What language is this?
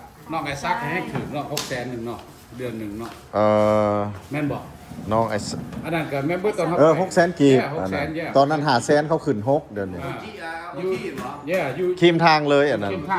Lao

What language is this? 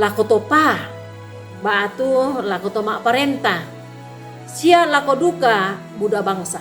Toraja-Sa'dan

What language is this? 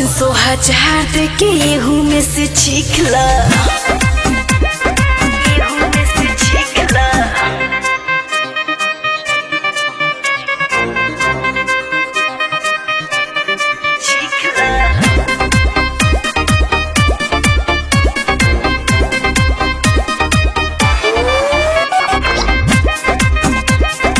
Bhojpuri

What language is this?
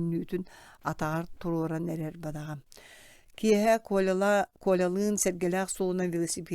Yakut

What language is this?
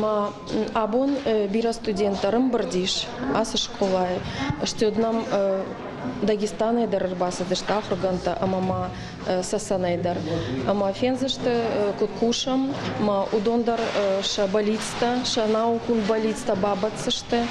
Ossetic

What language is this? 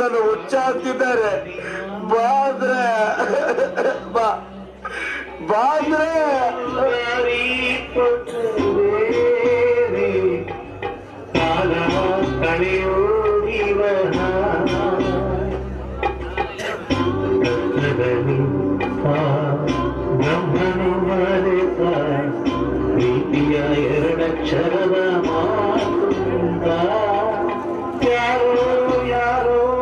Kannada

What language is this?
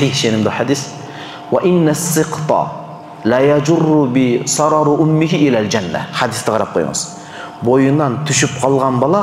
Kyrgyz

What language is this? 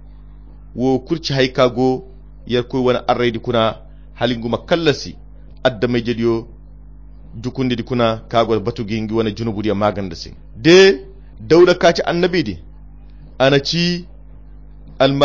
Koyra Chiini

